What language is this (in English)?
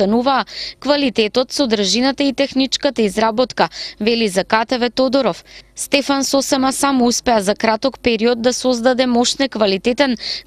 Macedonian